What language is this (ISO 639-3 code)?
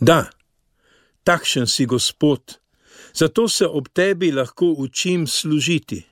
slv